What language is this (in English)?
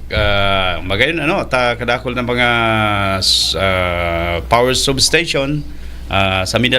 Bikol